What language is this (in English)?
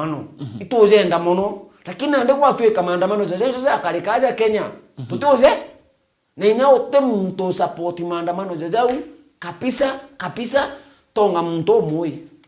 Meru